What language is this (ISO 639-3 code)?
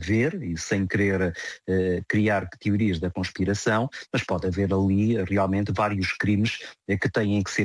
por